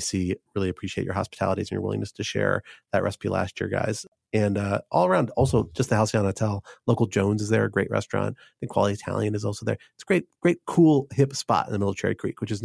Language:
English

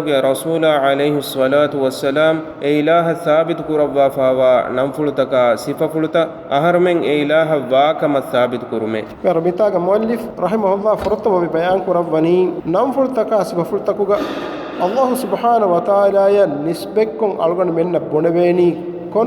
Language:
Divehi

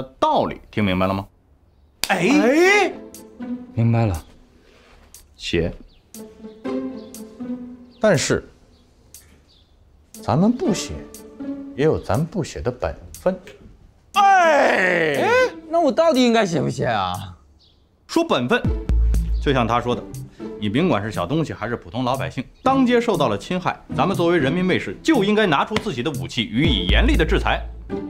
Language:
Chinese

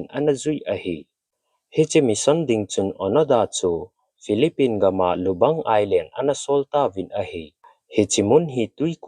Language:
Thado Chin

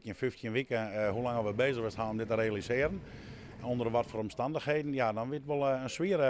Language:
Western Frisian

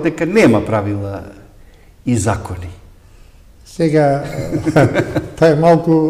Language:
Macedonian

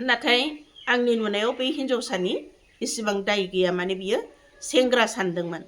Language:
Bodo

